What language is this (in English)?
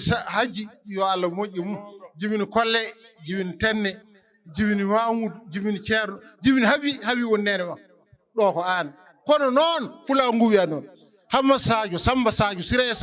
Fula